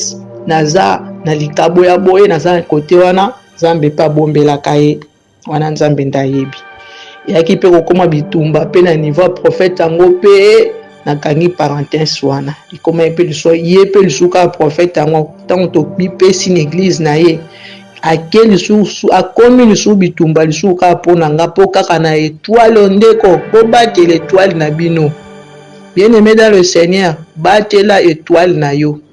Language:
Lingala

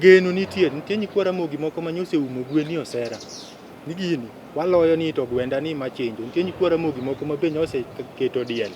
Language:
Luo (Kenya and Tanzania)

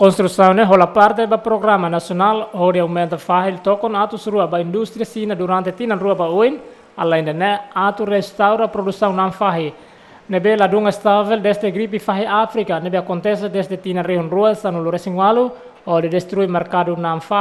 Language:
Tetum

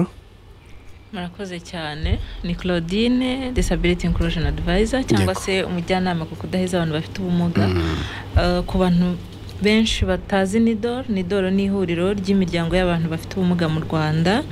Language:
Kinyarwanda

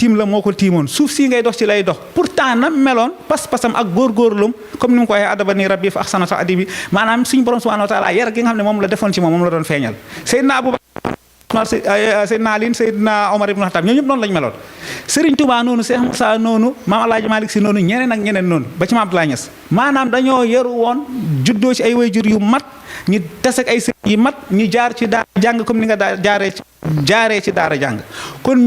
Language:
Wolof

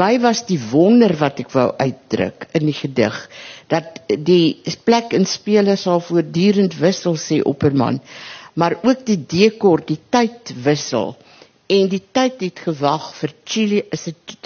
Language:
Afrikaans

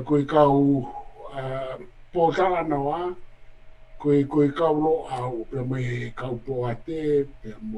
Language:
Tongan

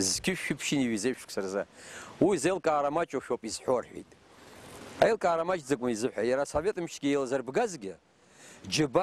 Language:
Abkhazian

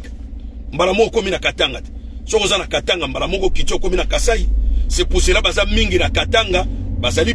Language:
Lingala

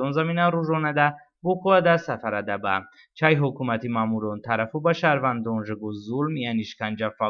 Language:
Talysh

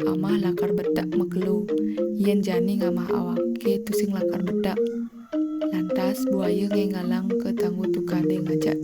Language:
Balinese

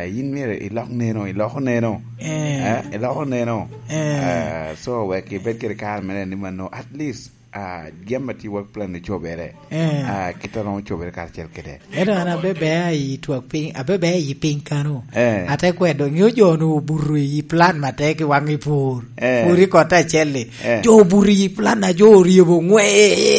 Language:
Lango (Uganda)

